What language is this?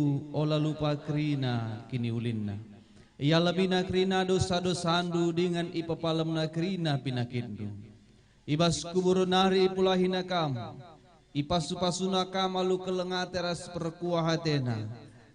Batak Karo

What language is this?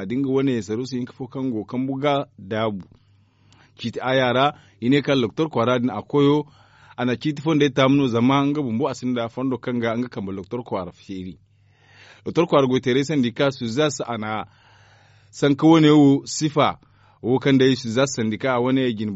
Zarma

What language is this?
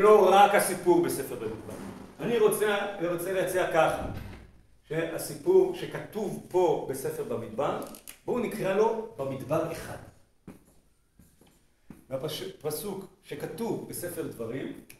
Hebrew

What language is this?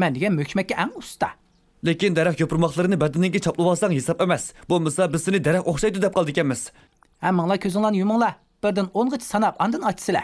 Uyghur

